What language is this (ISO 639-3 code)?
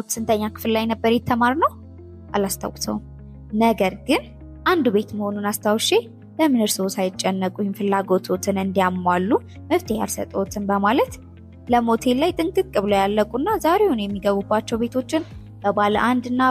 amh